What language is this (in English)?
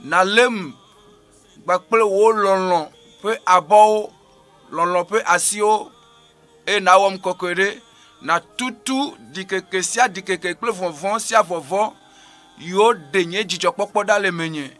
Ewe